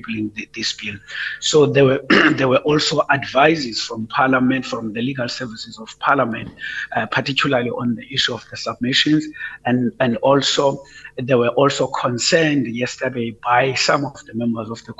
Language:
English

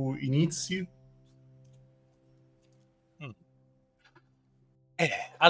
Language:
Italian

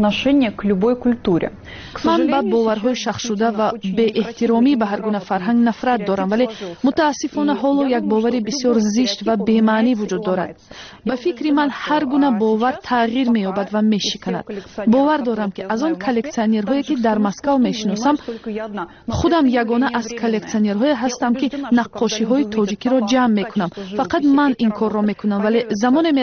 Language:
Tajik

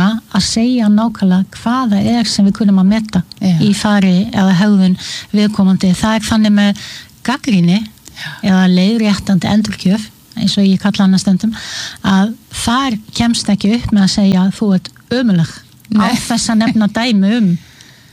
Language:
Icelandic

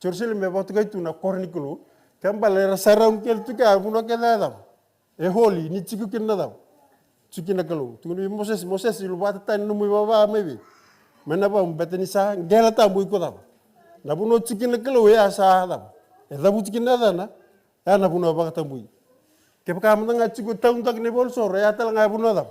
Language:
Fijian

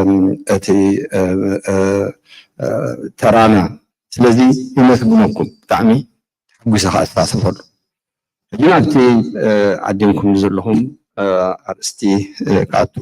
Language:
Tigrinya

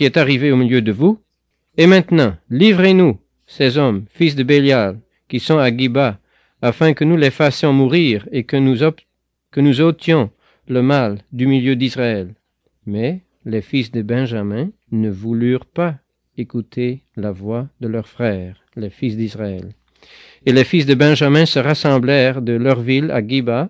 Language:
French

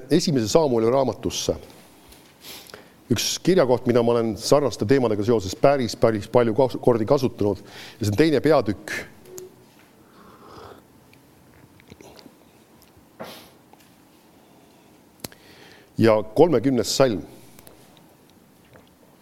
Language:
Estonian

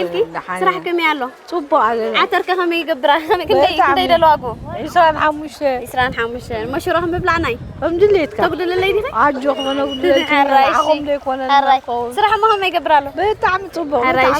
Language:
Tigrinya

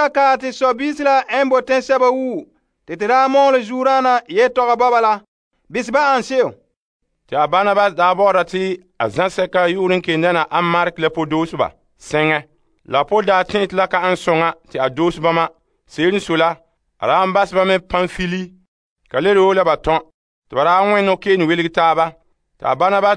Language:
Frafra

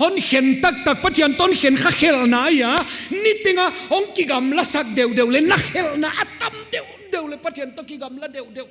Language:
Paite Chin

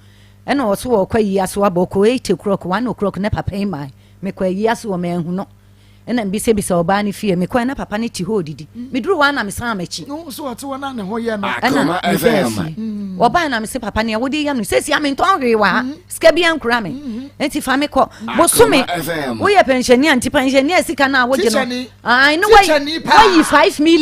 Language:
Akan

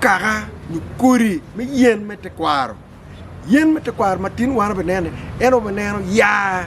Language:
Acoli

